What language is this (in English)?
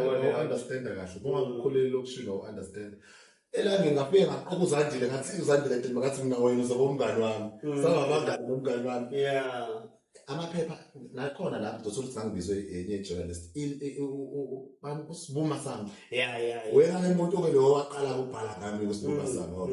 Zulu